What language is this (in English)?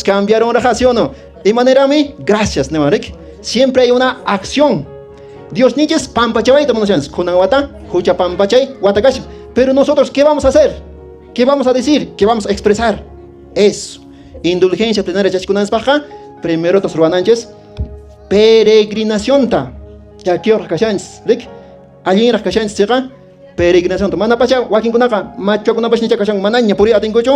Quechua